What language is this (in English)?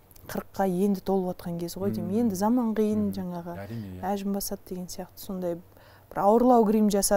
Kazakh